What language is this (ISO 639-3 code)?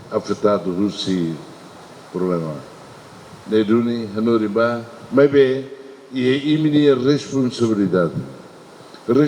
tet